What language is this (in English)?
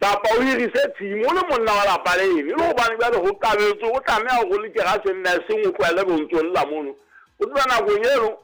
Southern Sotho